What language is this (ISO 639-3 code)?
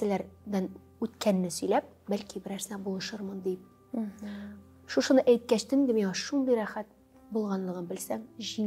tat